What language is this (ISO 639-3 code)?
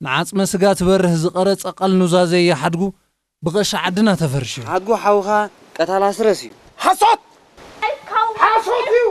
tir